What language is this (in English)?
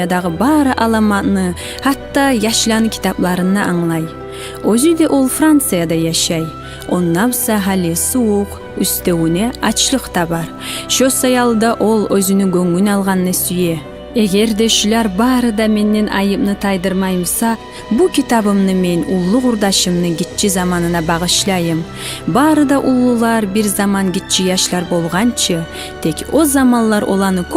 Kumyk